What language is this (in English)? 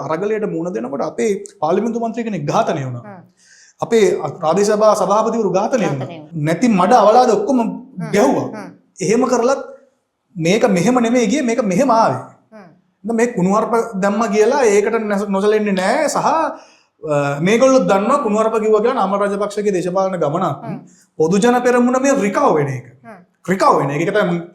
Sinhala